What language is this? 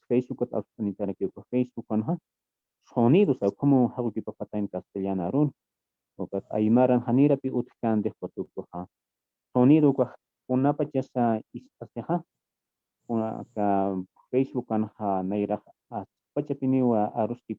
Aymara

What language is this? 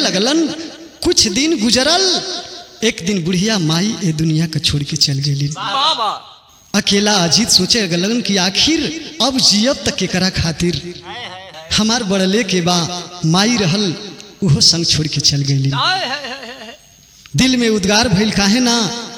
Bhojpuri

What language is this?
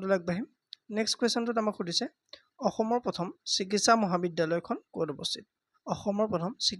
Assamese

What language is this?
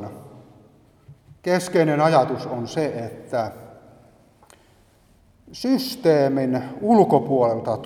Finnish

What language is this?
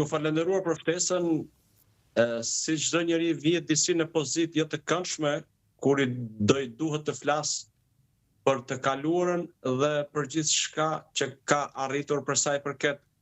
Albanian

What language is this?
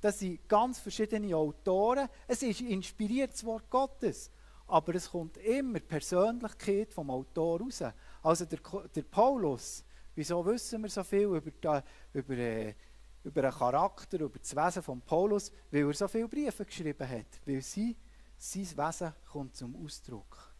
Swiss German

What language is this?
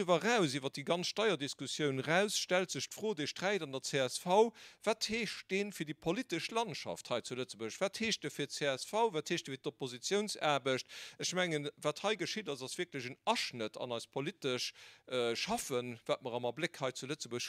Luxembourgish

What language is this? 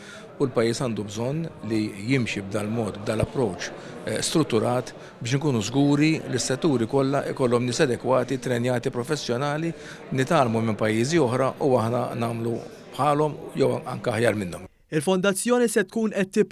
Maltese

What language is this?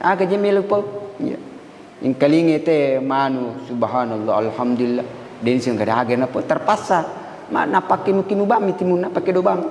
Buginese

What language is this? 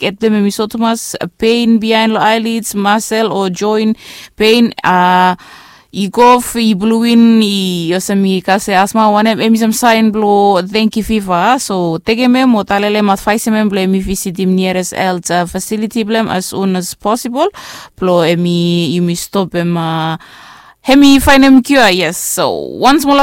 Bislama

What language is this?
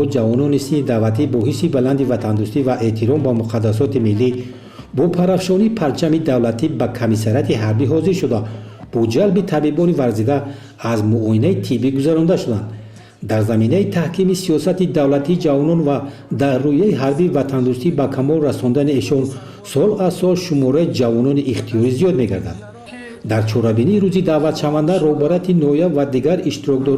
Tajik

